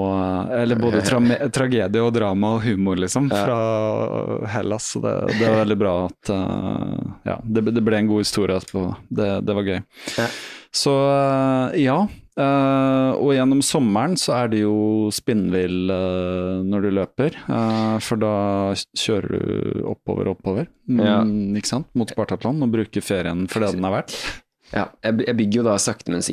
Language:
Norwegian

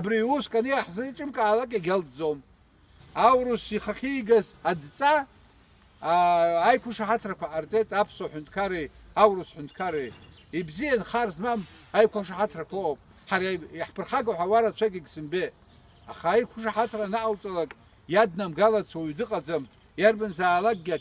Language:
Abkhazian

